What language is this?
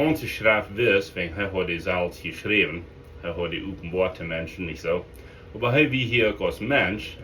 Plautdietsch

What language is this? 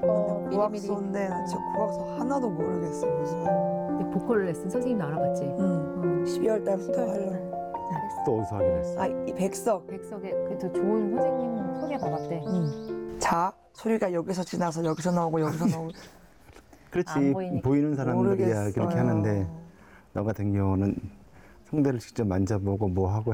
Korean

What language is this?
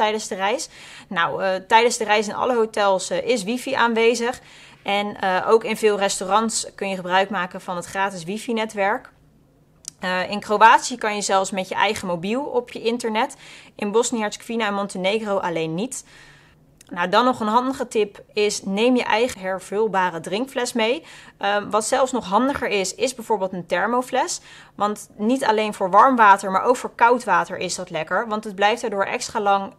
Dutch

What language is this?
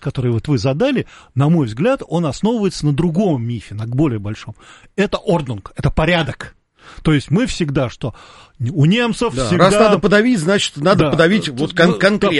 Russian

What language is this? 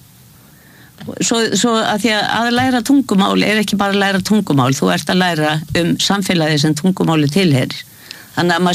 Icelandic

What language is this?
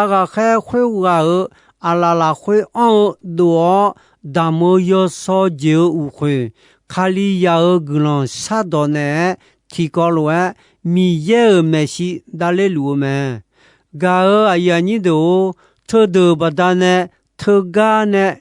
Akha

